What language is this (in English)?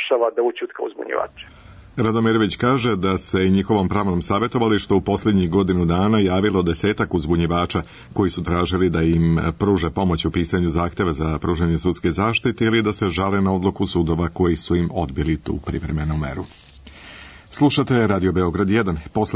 Serbian